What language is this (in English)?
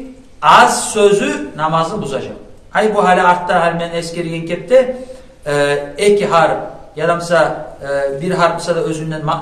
Kumyk